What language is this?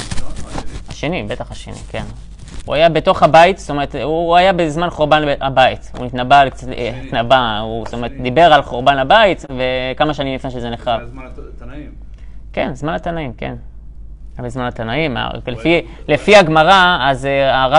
Hebrew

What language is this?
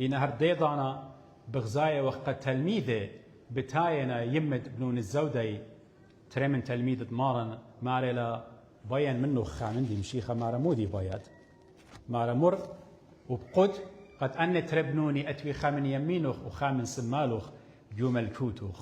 Assyrian Neo-Aramaic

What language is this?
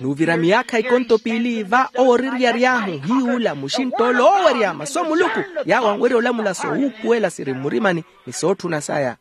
Makhuwa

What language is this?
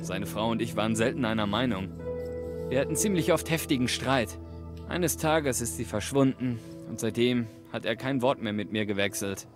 Bavarian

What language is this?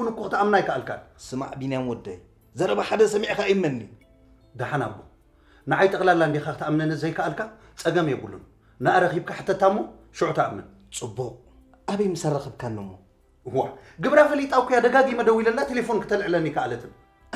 Tigrinya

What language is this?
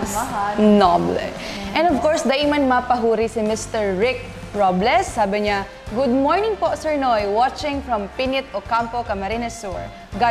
Bikol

